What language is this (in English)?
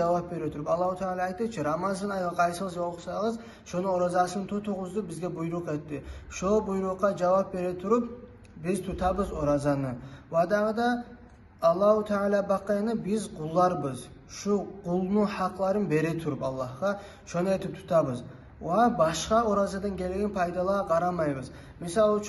Kumyk